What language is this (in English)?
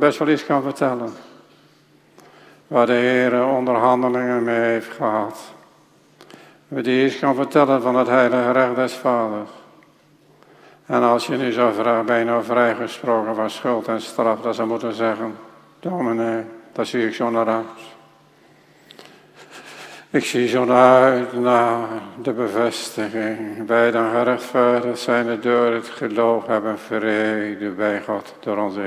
Dutch